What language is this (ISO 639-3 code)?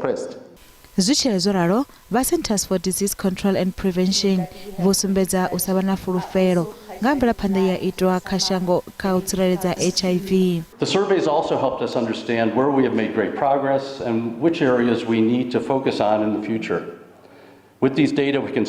ven